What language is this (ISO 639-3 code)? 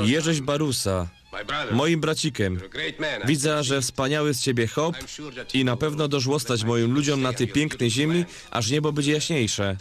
szl